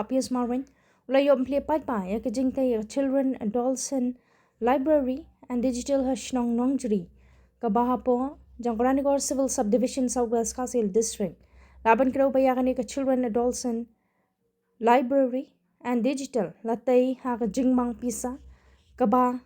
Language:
Khasi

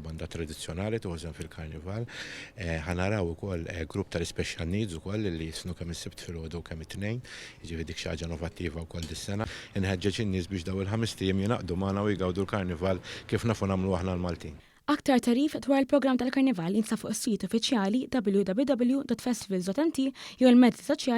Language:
Maltese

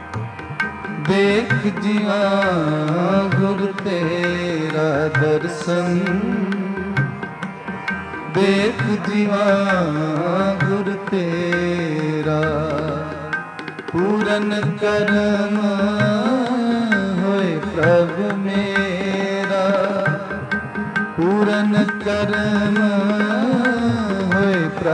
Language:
Punjabi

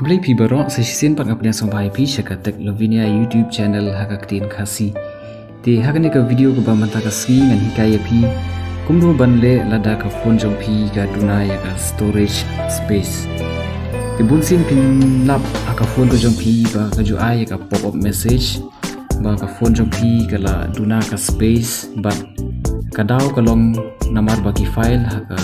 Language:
Khasi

